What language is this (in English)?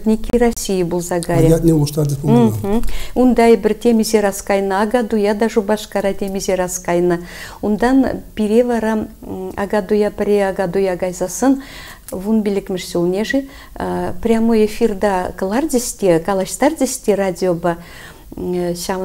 Chuvash